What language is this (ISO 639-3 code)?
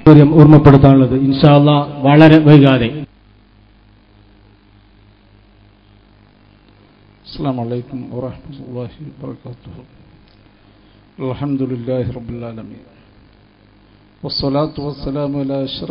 mal